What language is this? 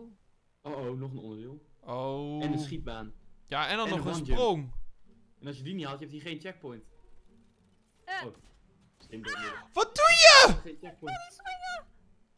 Dutch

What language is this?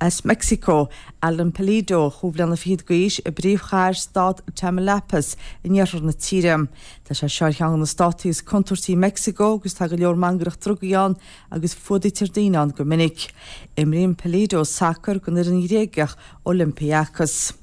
Irish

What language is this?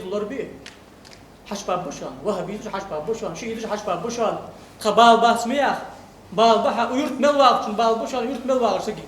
Ingush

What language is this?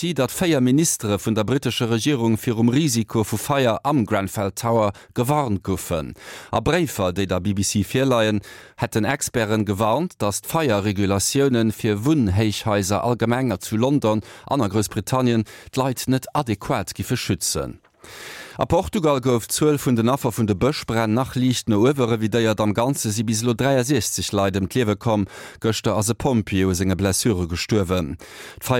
Luxembourgish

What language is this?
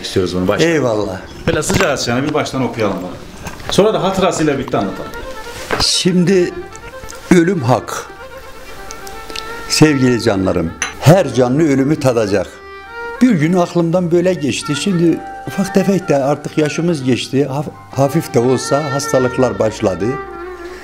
Turkish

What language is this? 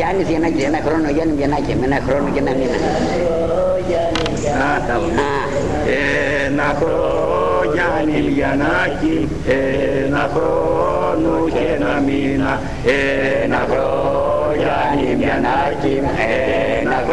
Greek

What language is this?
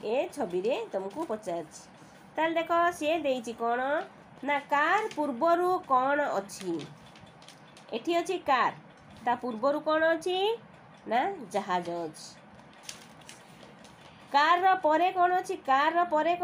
Odia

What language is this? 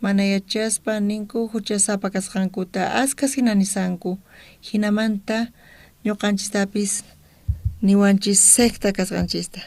South Bolivian Quechua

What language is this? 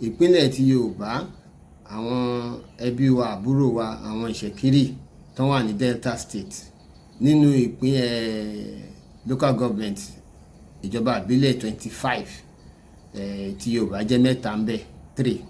Yoruba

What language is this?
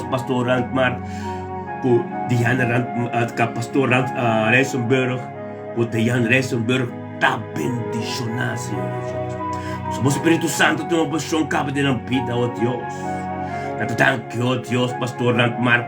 Papiamento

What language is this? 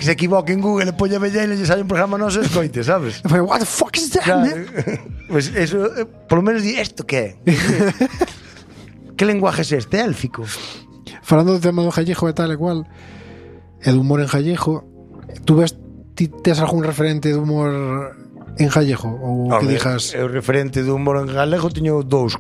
Galician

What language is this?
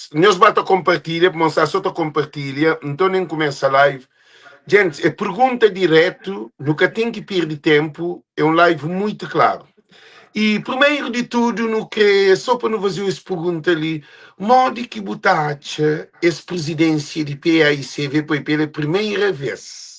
Kabuverdianu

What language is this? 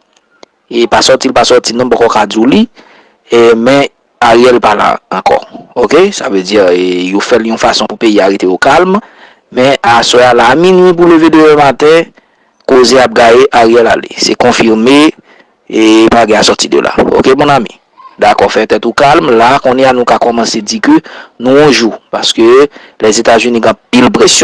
Haitian Creole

